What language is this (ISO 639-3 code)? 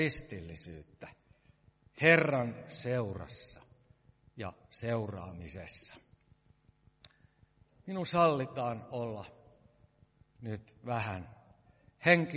fin